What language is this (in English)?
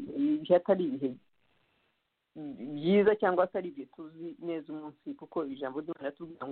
Kinyarwanda